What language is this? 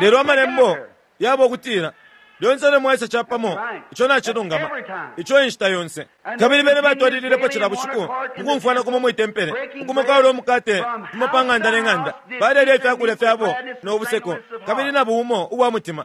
Bemba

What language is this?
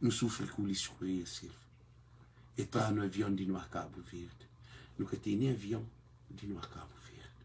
Kabuverdianu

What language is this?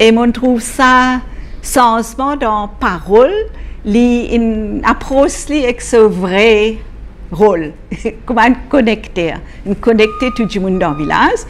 Morisyen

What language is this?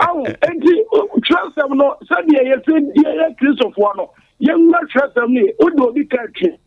Akan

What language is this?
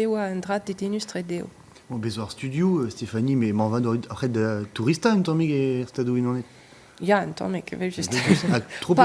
Breton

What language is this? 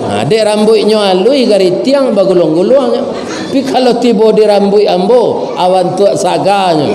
Minangkabau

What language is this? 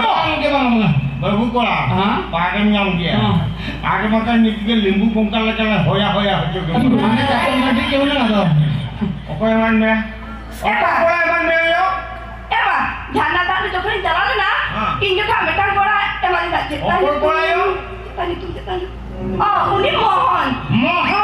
Santali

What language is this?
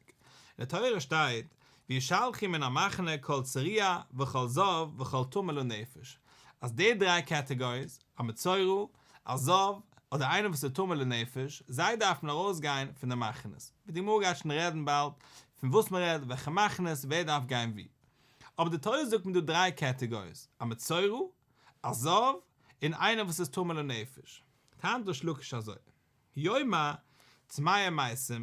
Yiddish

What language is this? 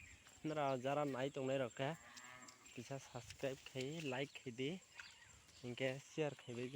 Kok Borok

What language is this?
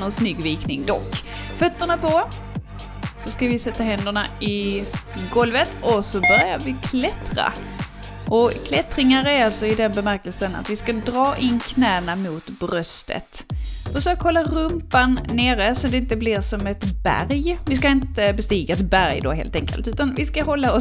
Swedish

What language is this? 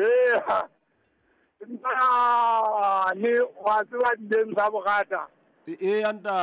Southern Sotho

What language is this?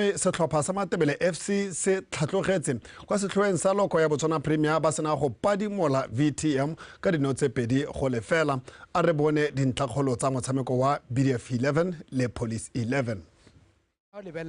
Tswana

